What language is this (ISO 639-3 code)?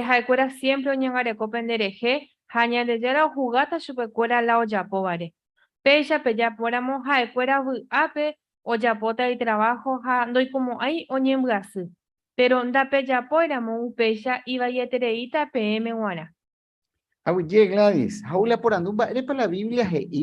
grn